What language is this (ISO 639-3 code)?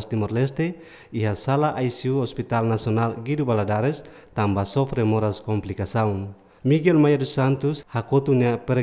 tet